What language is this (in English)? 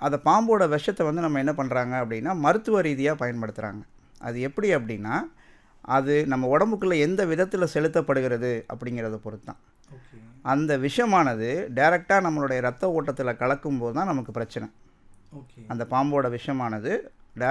Tamil